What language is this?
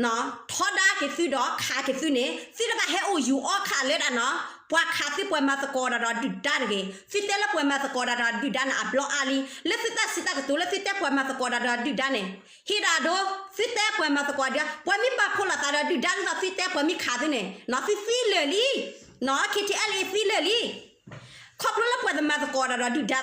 S'gaw Karen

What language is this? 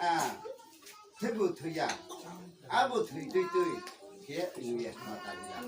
Riang (India)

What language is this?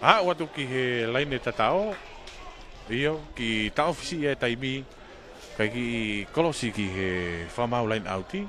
Tongan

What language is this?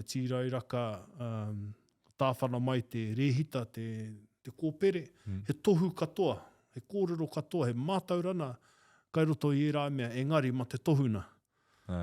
Māori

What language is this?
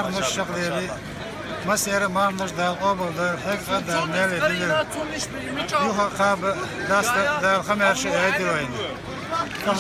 Chechen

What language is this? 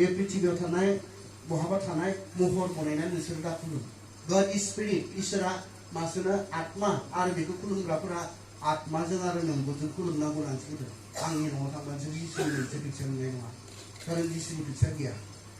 Bodo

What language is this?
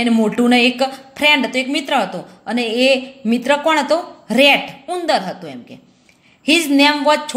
Gujarati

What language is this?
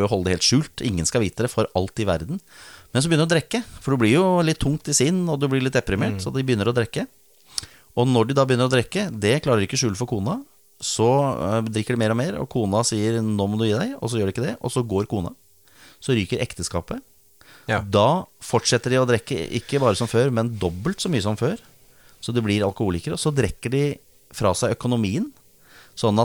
Norwegian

